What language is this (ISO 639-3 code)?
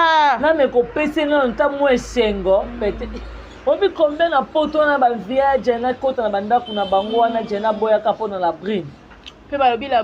lin